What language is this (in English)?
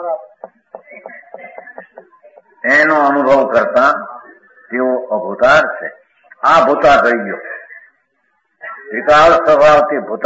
Gujarati